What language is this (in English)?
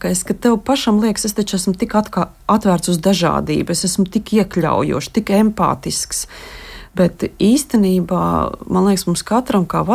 Latvian